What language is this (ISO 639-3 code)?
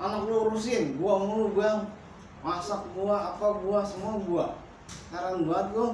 bew